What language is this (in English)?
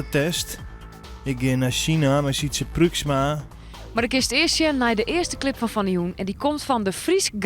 Western Frisian